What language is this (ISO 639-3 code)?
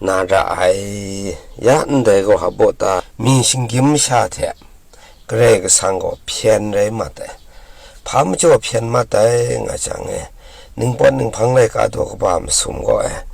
kac